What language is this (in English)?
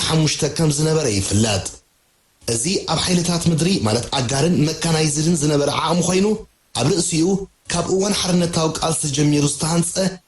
Tigrinya